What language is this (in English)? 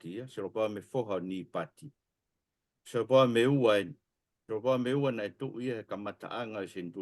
Tongan